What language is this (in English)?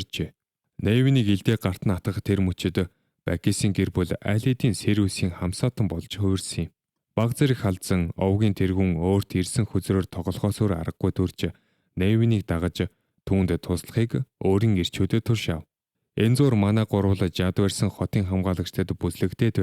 Mongolian